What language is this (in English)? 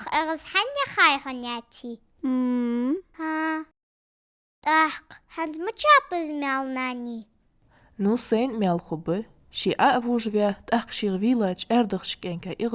Ingush